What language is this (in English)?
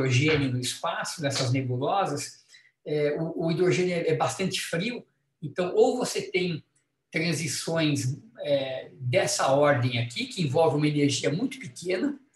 Portuguese